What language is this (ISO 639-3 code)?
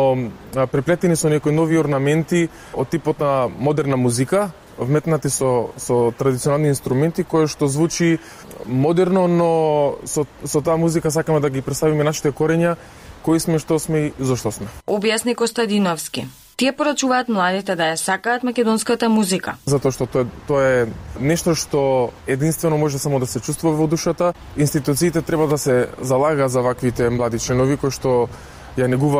mkd